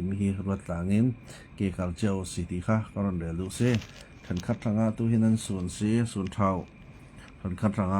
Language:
Falam Chin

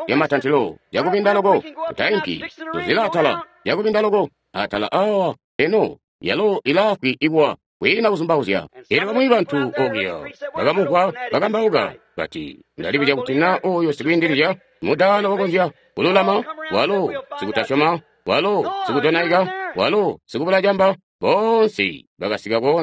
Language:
Tonga (Zambia)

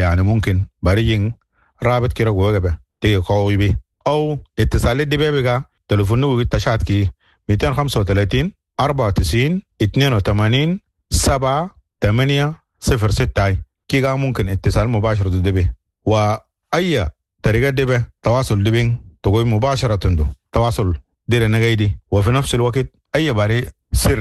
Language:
Sudanese Arabic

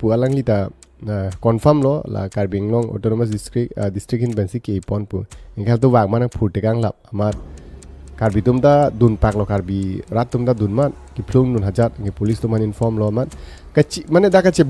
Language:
Karbi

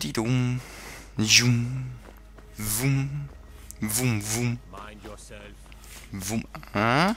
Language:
Swiss German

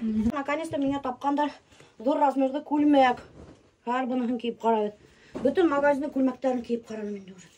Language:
Bashkir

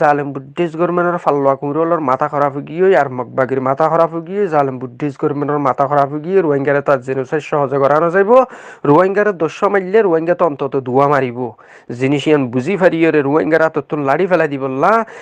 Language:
Rohingya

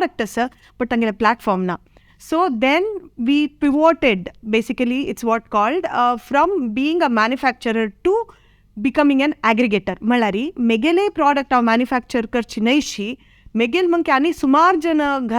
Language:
Konkani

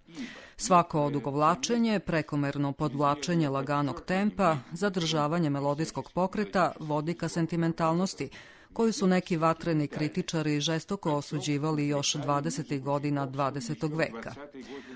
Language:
Serbian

